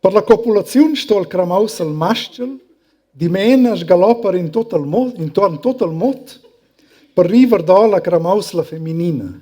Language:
Romansh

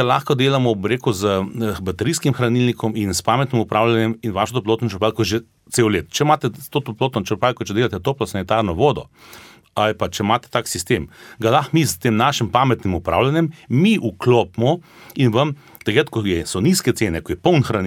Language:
Slovenian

